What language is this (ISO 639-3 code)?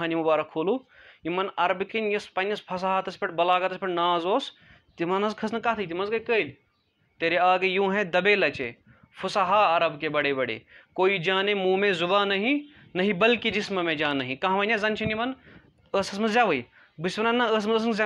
kas